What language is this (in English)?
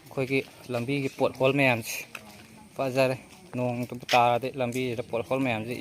Manipuri